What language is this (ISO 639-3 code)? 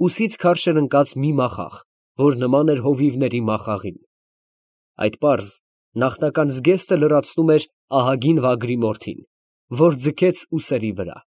hye